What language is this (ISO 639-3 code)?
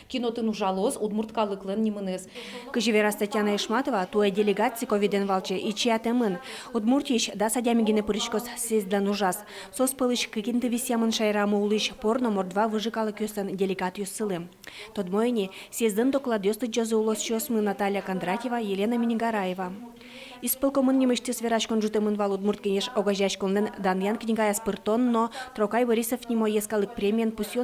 udm